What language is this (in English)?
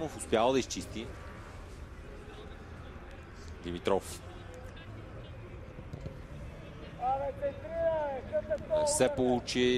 Bulgarian